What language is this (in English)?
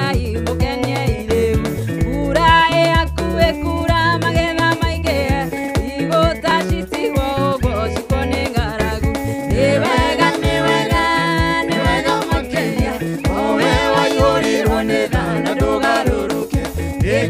Kikuyu